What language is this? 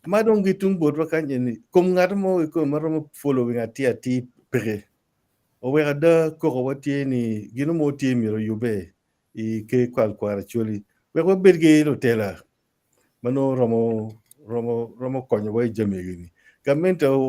Acoli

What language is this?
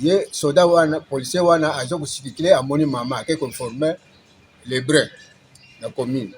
Lingala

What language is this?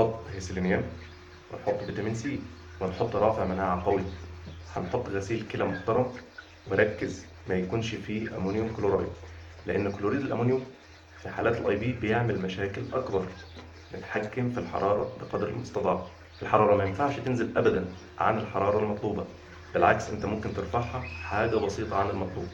Egyptian Arabic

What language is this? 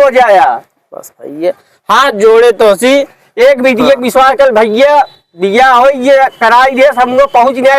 Awadhi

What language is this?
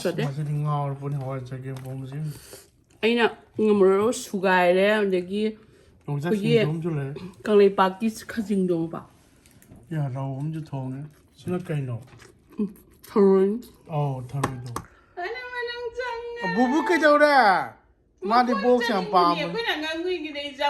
Manipuri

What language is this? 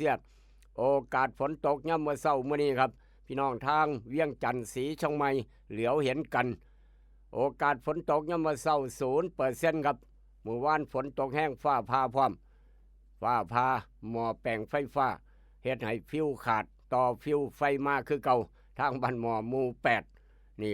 Northeastern Thai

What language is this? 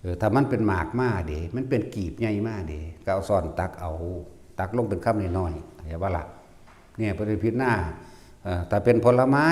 Northeastern Thai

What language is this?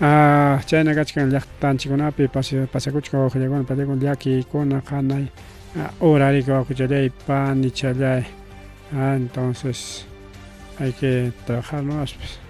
Ayacucho Quechua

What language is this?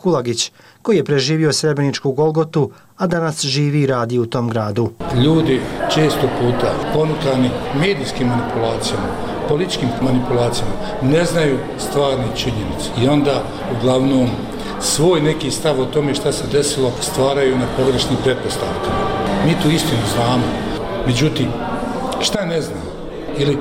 Bosnian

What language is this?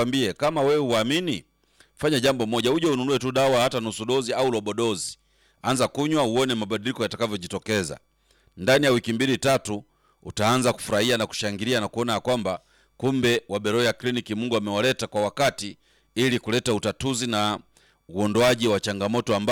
Swahili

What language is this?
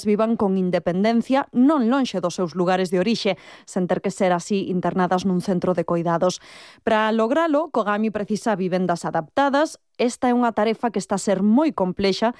Galician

